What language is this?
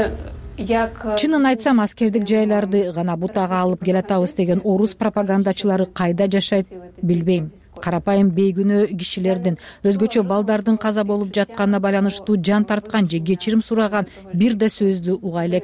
Kyrgyz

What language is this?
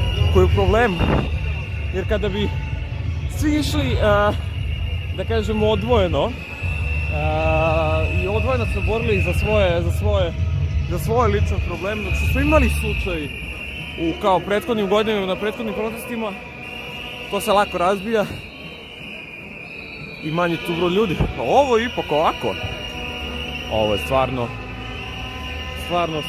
Serbian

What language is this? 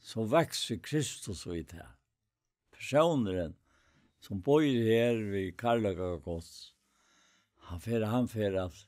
Faroese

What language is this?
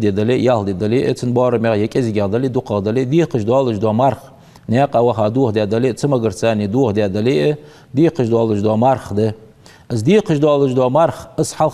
Ingush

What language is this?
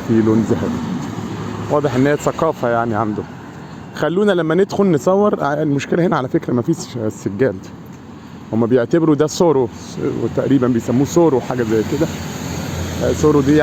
Egyptian Arabic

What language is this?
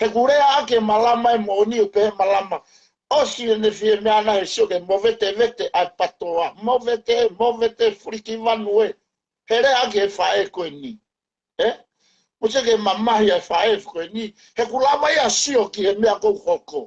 Tongan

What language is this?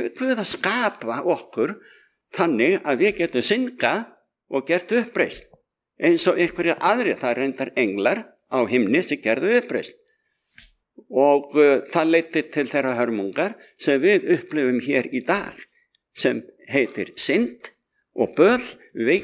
Icelandic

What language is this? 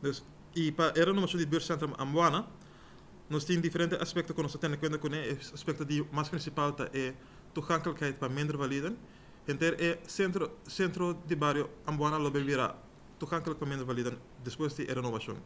Papiamento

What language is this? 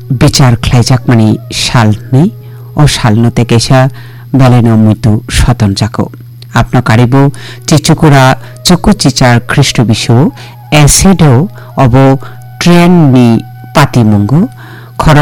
Kok Borok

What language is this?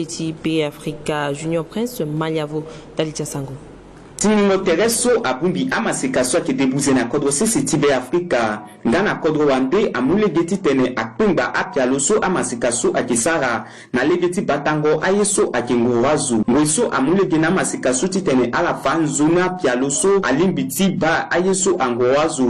Sango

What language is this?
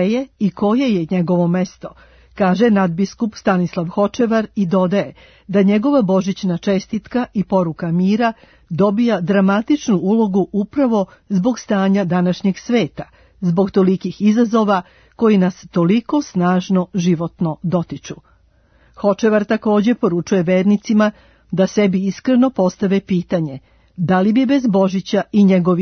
Serbian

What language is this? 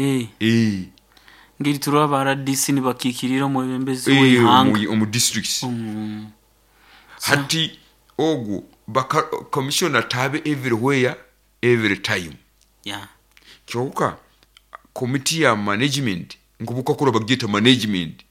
Nyoro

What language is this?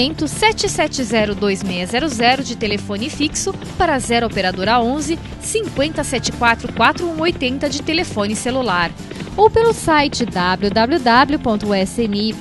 Portuguese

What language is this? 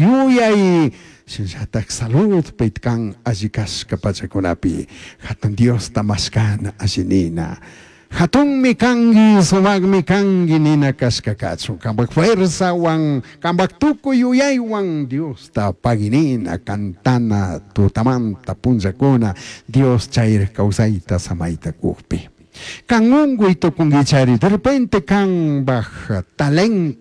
Chimborazo Highland Quichua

